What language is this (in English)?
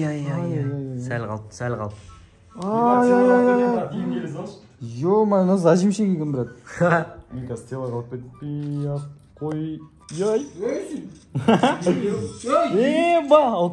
Kazakh